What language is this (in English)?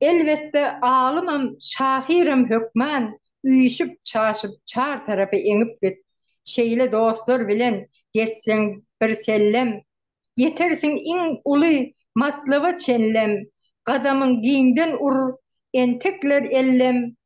Turkmen